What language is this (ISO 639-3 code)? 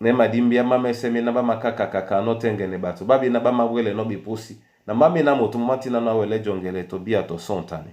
dua